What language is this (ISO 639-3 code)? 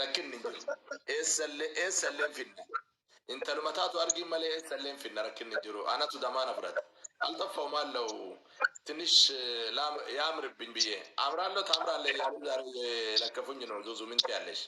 orm